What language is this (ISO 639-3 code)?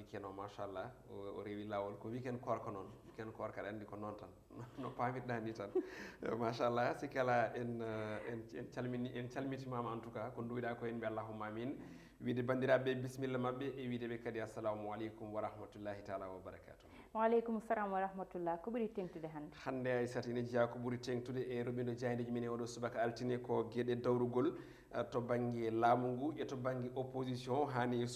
ful